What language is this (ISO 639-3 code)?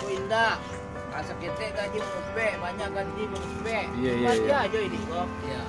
min